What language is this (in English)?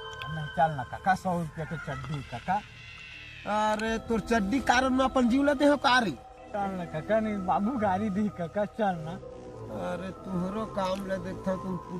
Chhattisgarhi